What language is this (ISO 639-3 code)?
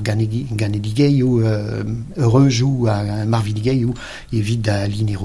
bre